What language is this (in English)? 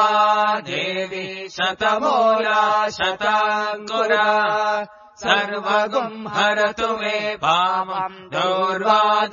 Sanskrit